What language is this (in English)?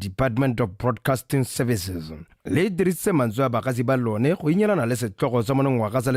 Tswana